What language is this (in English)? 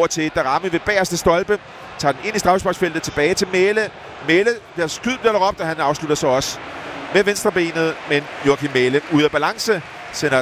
Danish